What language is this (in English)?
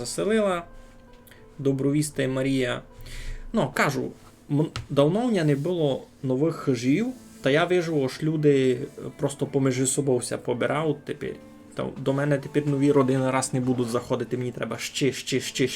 Rusyn